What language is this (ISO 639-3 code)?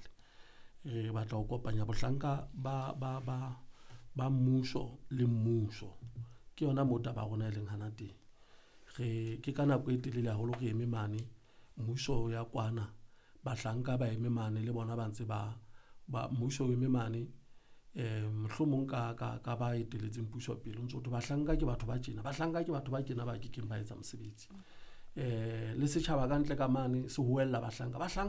sot